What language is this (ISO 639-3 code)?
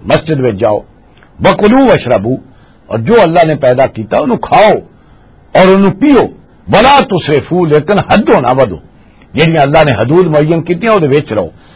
lah